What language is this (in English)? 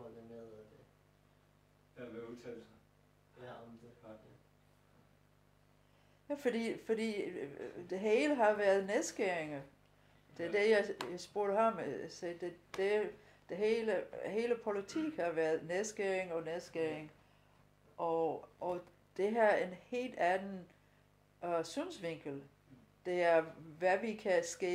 Danish